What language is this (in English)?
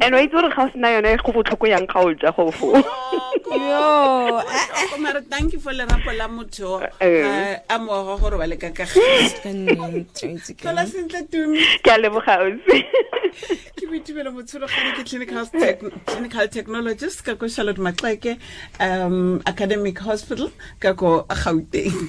Tswana